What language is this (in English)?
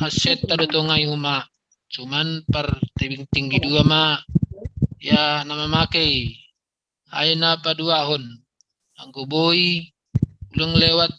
Batak Simalungun